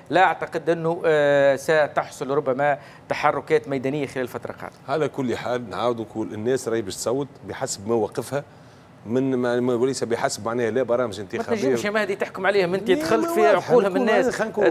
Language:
Tunisian Arabic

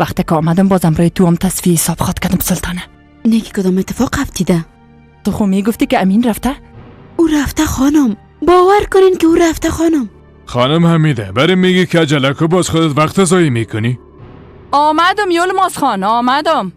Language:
Persian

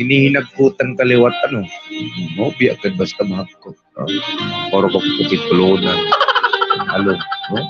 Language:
Waray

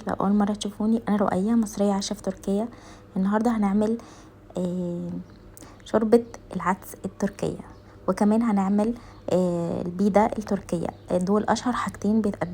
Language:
Egyptian Arabic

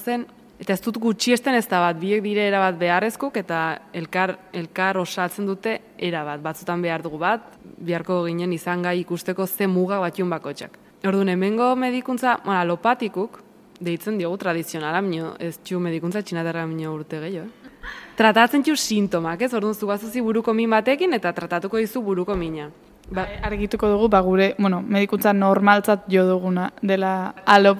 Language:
Basque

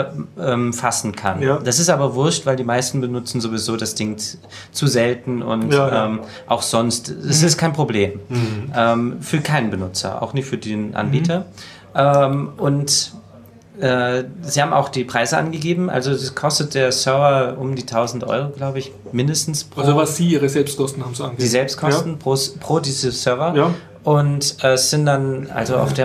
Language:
German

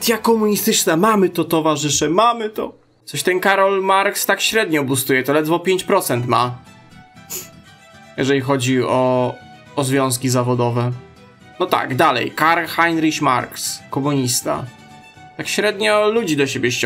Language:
Polish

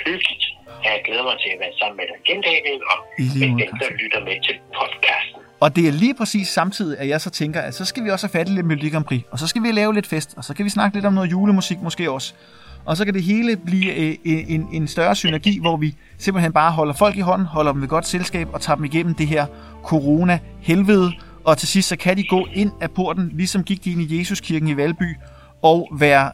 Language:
Danish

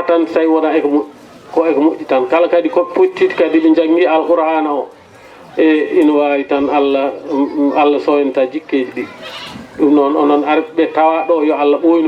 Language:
Fula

